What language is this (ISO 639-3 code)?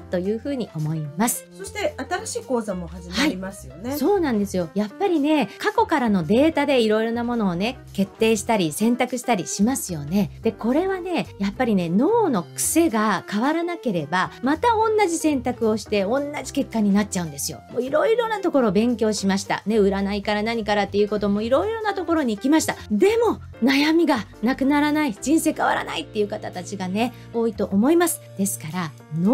jpn